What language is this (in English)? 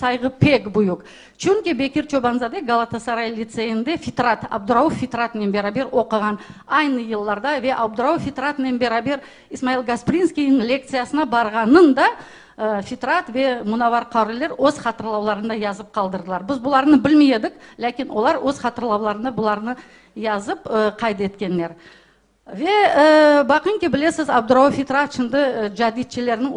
Crimean Tatar